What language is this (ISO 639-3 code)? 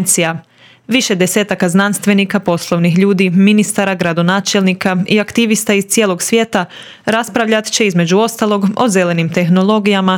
hrv